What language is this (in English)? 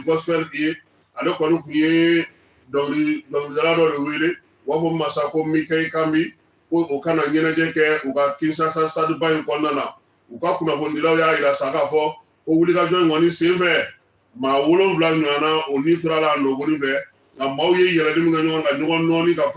Bambara